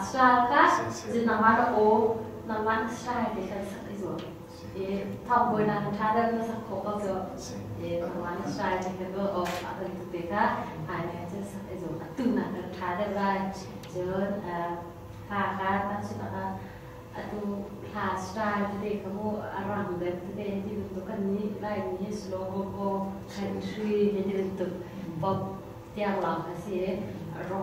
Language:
Hakha Chin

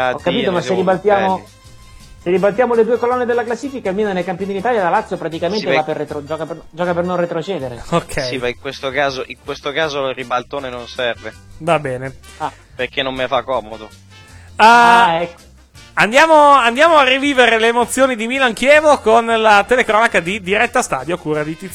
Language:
Italian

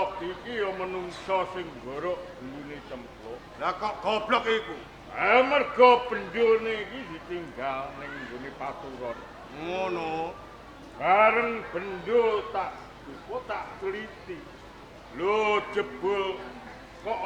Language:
Javanese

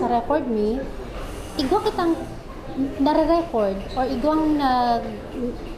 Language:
Bikol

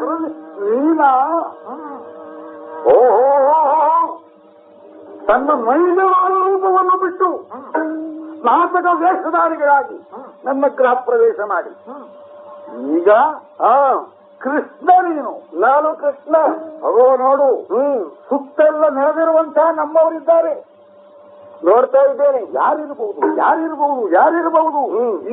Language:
Kannada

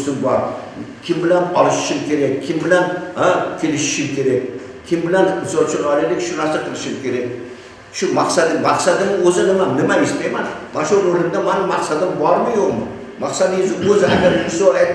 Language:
Uzbek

